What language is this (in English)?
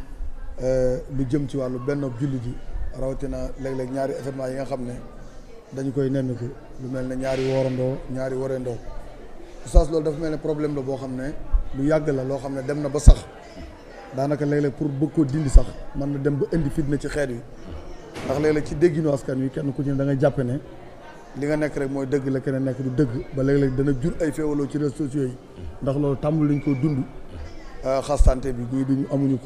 Wolof